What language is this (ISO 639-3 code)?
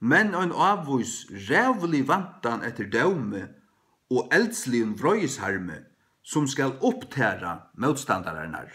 fao